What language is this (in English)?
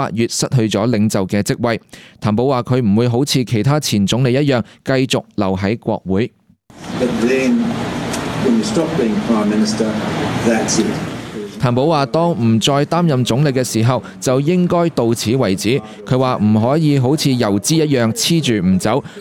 Cantonese